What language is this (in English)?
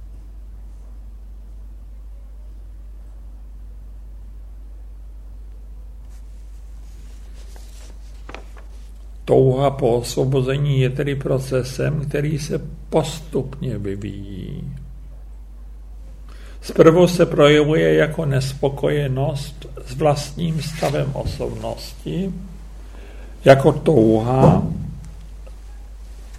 Czech